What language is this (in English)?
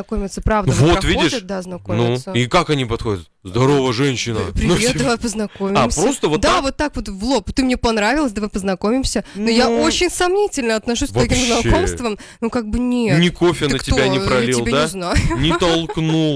Russian